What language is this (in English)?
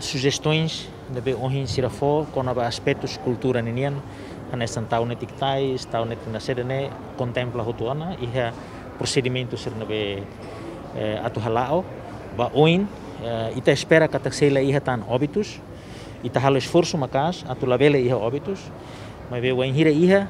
Tetum